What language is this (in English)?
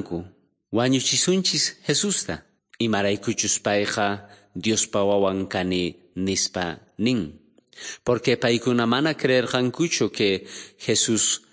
South Bolivian Quechua